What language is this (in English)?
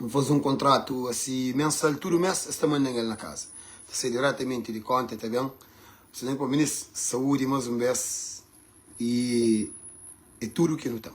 Kabuverdianu